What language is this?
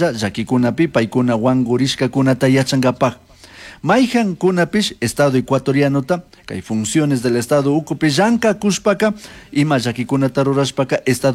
Chimborazo Highland Quichua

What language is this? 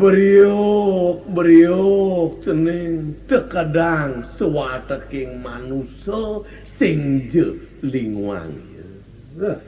Balinese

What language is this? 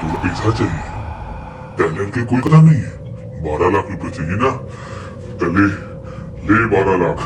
Chhattisgarhi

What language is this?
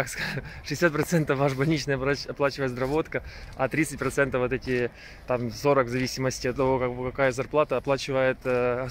Russian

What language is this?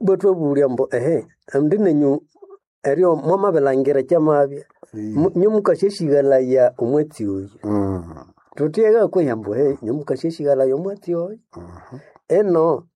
Nande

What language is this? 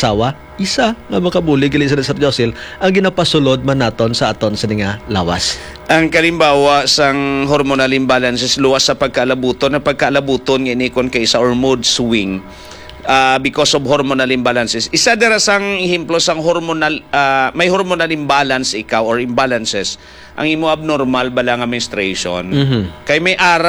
Hiligaynon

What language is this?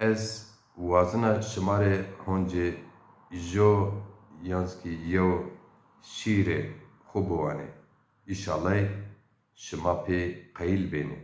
Zaza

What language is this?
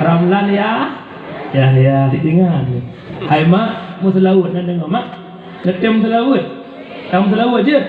Achinese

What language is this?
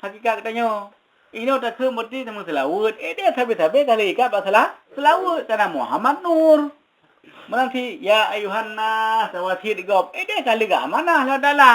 Achinese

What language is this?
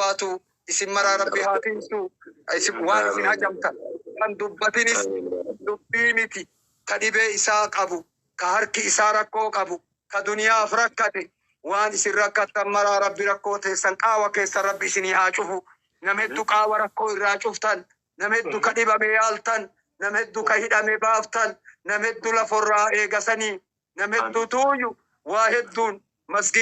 Oromo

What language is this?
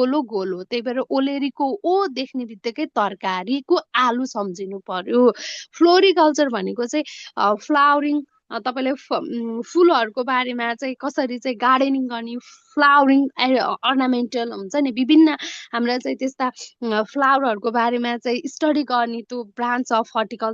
Nepali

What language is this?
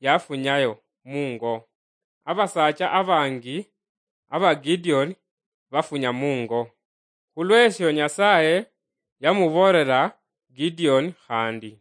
Luyia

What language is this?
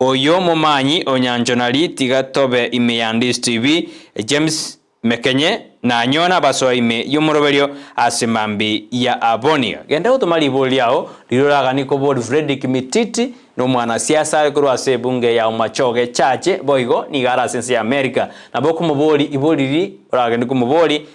Gusii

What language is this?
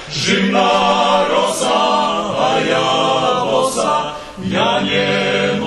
Rusyn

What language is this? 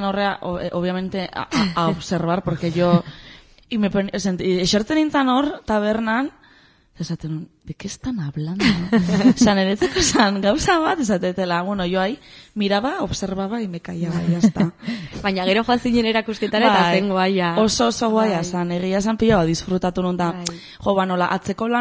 Basque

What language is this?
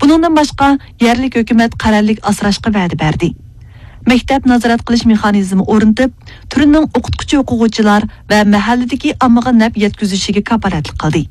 Uyghur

